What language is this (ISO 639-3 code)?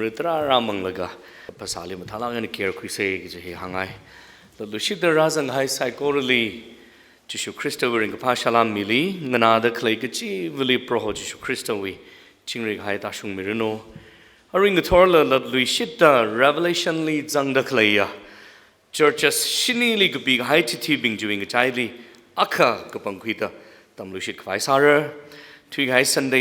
nmf